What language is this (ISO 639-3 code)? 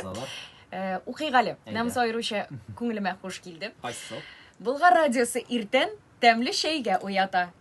tat